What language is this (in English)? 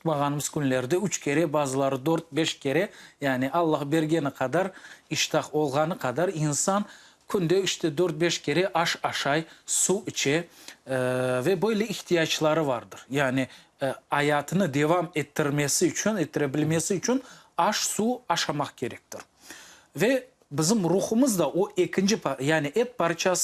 Crimean Tatar